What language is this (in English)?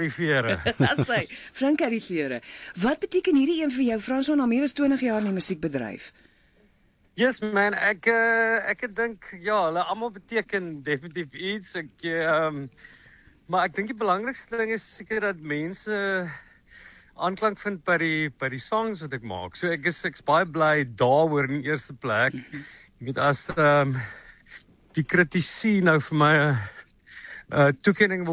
Afrikaans